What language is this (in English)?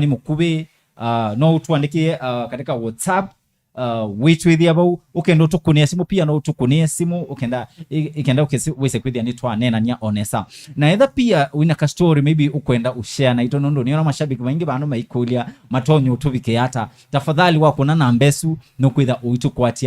Kamba